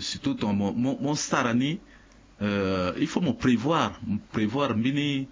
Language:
Sango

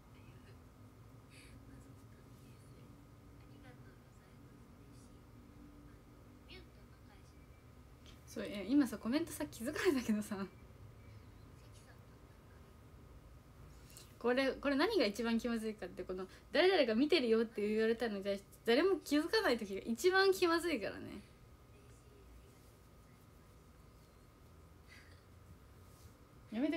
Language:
Japanese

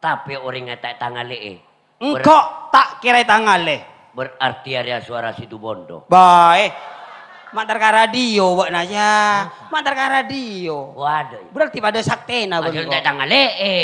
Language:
Madurese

